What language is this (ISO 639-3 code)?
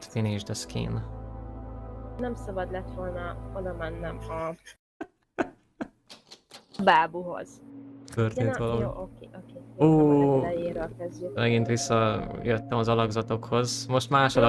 hun